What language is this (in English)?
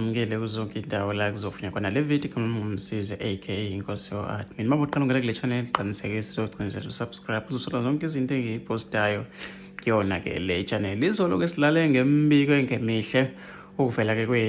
Zulu